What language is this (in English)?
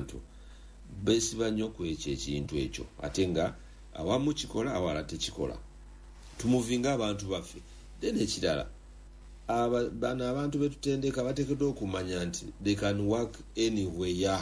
Ganda